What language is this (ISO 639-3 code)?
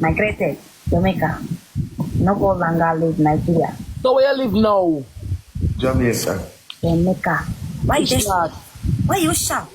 jam